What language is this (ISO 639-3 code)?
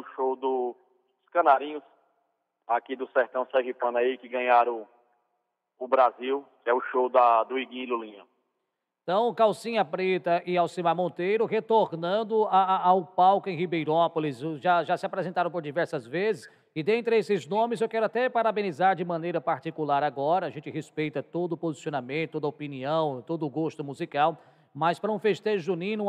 por